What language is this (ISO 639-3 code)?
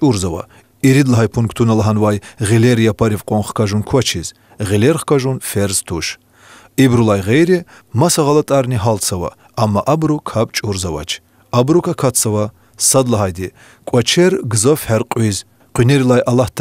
lez